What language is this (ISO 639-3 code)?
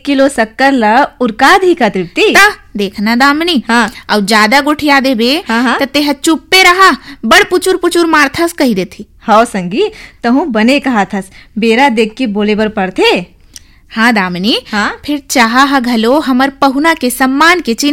hne